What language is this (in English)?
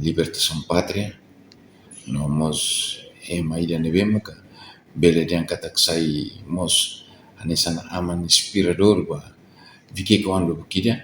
Tetum